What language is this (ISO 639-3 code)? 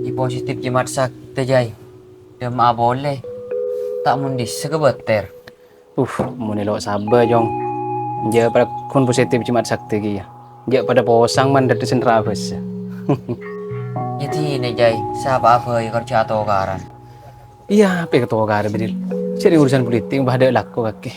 mad